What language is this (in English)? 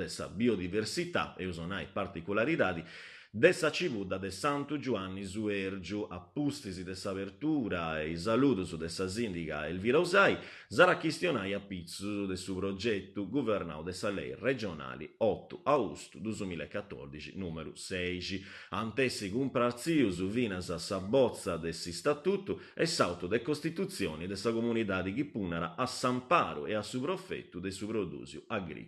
Sardinian